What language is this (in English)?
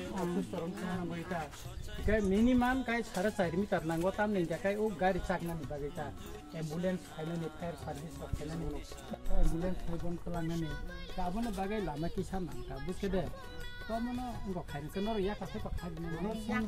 Kok Borok